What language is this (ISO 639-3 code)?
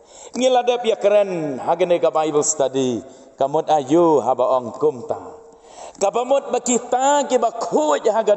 kha